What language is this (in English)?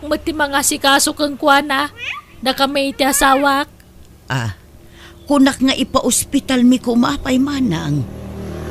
Iloko